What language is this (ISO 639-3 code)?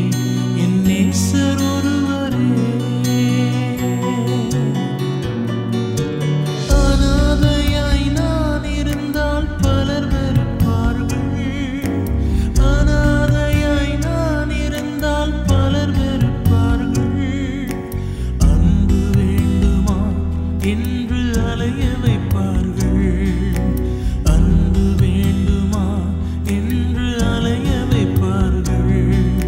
tam